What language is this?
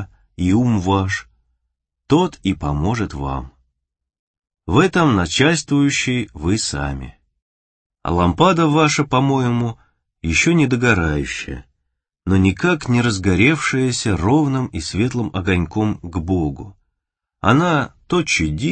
Russian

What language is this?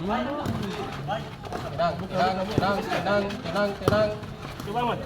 Ambonese Malay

